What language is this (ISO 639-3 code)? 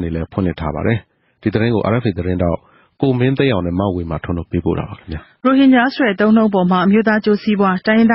mya